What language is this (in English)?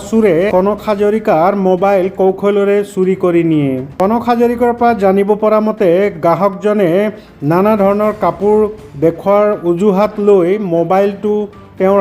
Assamese